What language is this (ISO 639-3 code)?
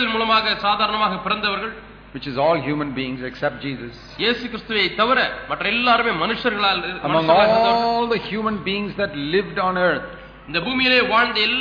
tam